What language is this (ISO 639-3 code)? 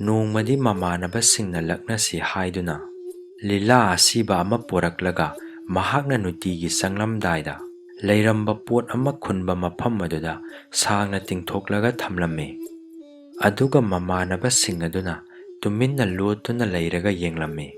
mni